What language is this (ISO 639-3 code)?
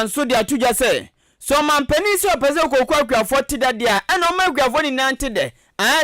aka